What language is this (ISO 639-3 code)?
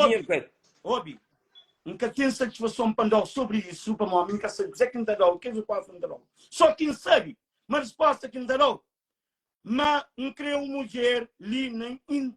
kea